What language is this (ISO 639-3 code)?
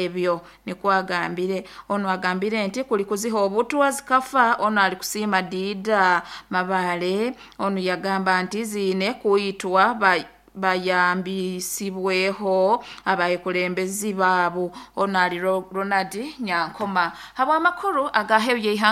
nyo